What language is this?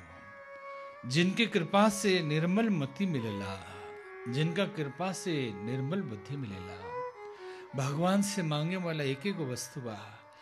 Bhojpuri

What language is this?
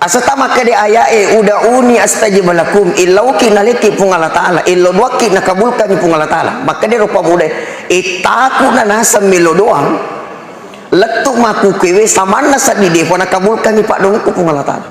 Buginese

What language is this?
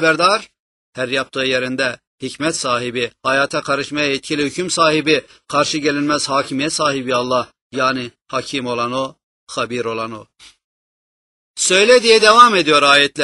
Turkish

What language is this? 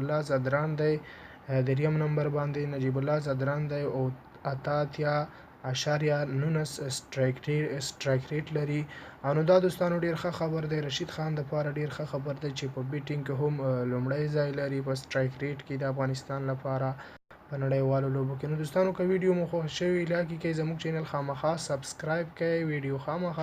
Pashto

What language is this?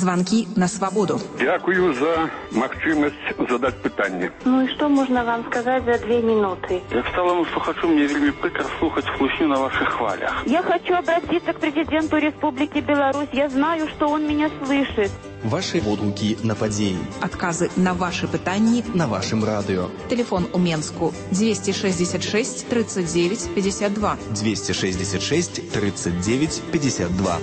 Belarusian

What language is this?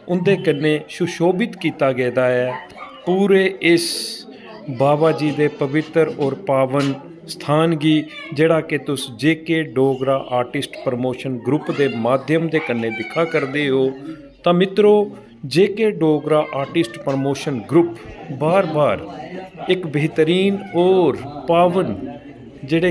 Dogri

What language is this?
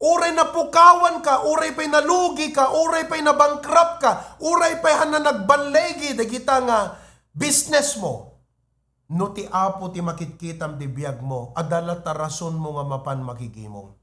Iloko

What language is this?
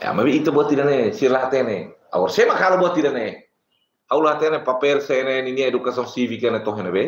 Tetum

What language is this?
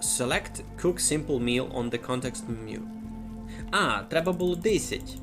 Rusyn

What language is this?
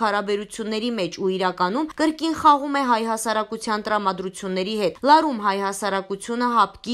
Armenian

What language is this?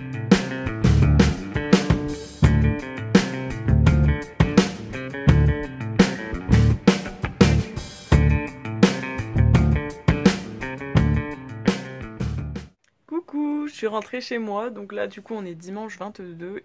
French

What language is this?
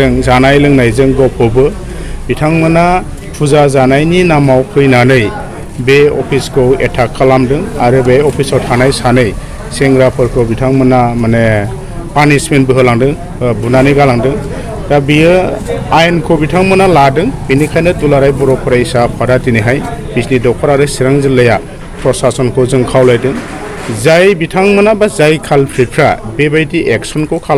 Bodo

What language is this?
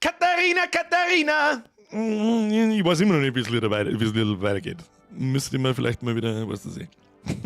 Bavarian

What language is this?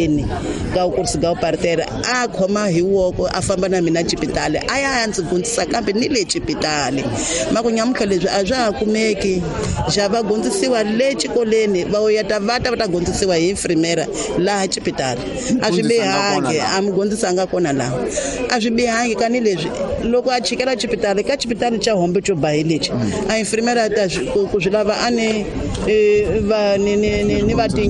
Tsonga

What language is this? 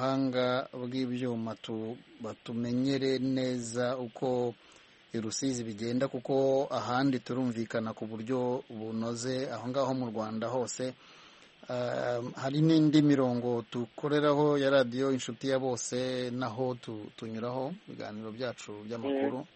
Kinyarwanda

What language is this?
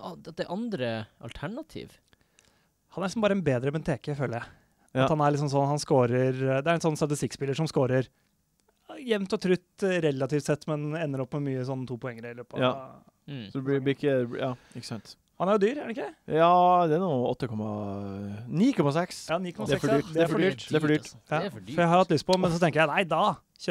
Norwegian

